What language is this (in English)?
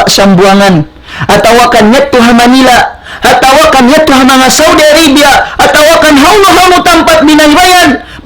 Tausug